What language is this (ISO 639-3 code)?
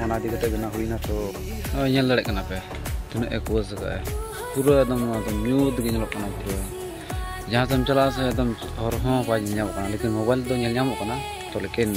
sat